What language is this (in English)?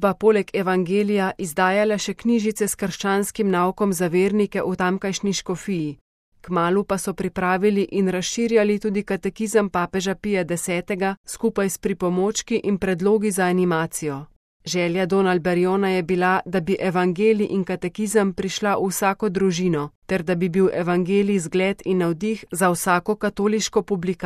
Slovenian